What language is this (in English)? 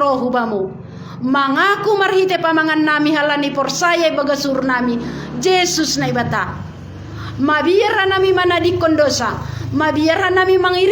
Batak Simalungun